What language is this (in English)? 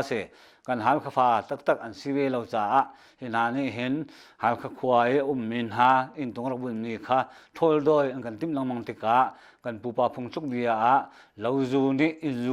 Hakha Chin